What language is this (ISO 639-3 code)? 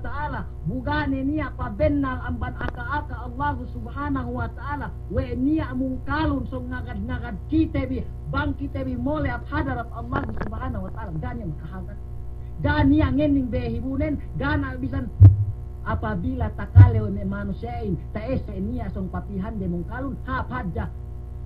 yka